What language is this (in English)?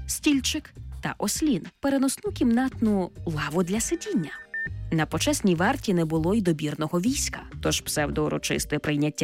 Ukrainian